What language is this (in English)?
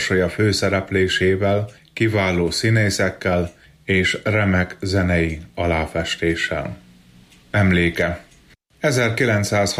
Hungarian